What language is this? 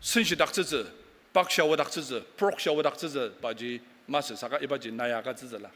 Ao Naga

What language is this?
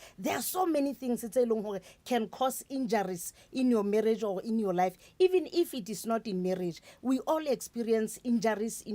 Northern Sotho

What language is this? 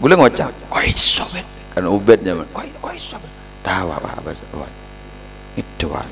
Madurese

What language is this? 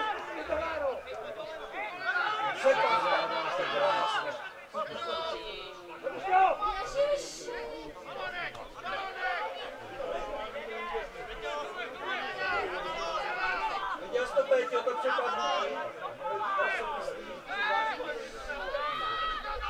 Czech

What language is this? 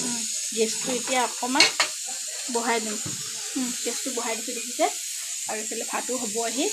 Assamese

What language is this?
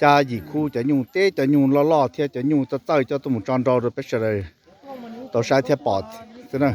Hmong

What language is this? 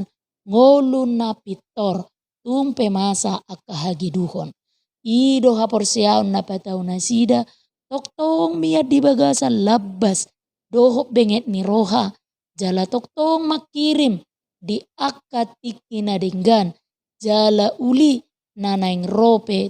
Batak Toba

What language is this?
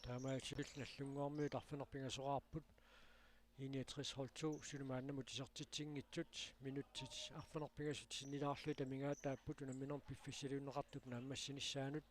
Kalaallisut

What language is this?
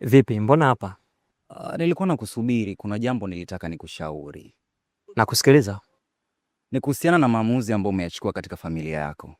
Swahili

